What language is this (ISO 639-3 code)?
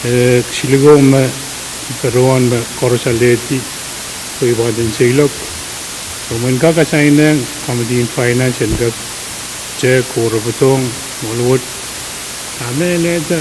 pon